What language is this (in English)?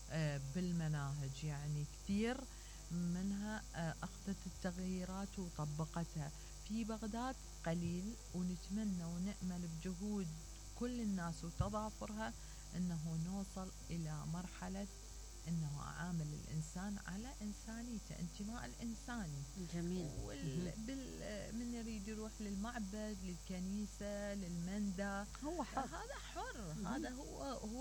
Mesopotamian Arabic